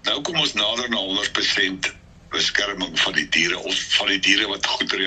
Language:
Afrikaans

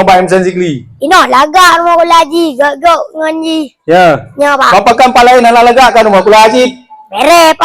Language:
Achinese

